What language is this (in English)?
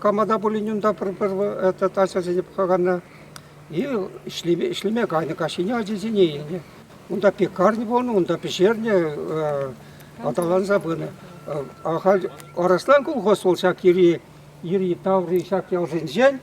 Chuvash